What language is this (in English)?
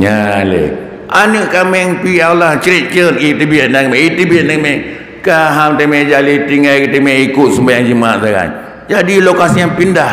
Achinese